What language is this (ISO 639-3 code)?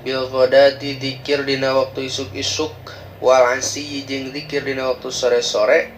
sun